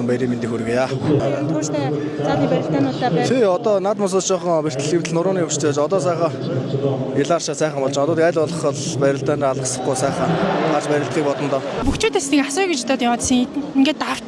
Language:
Mongolian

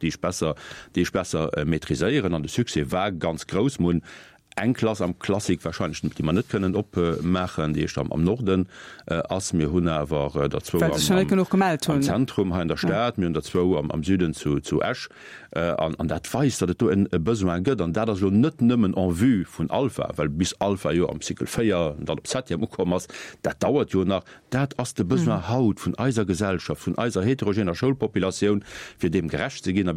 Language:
Luxembourgish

